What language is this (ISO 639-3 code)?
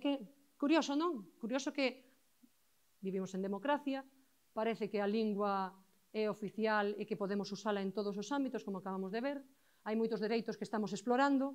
glg